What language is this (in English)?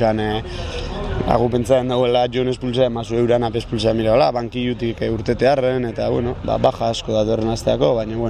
Basque